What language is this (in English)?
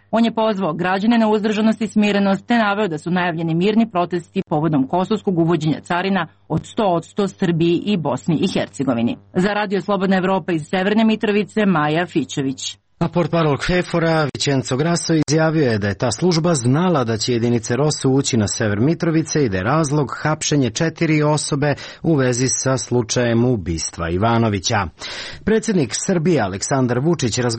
Serbian